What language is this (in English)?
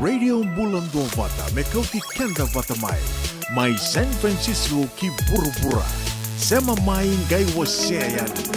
Fijian